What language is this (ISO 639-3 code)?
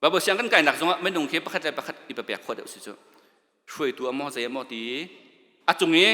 cnh